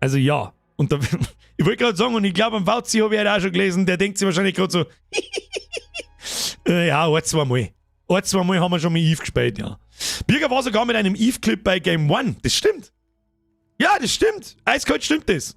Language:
Bavarian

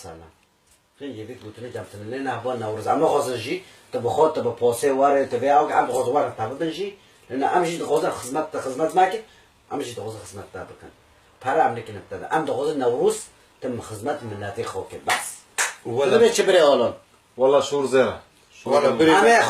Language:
Kurdish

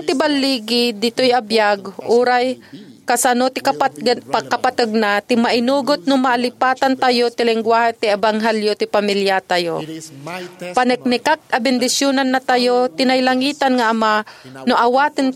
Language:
Iloko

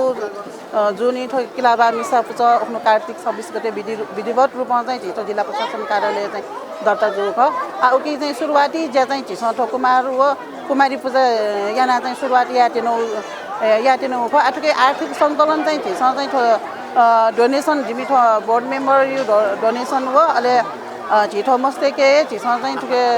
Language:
Newari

